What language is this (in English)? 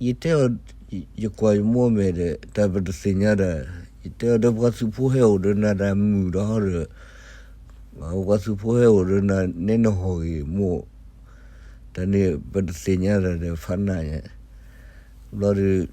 S'gaw Karen